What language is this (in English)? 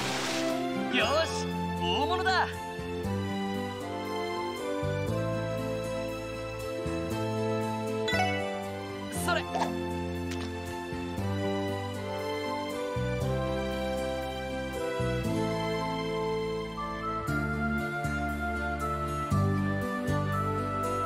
Japanese